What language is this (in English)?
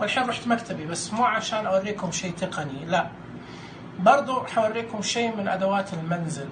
Najdi Arabic